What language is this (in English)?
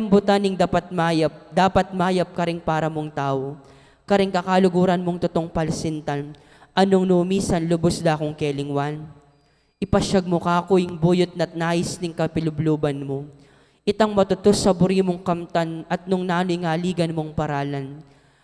Pampanga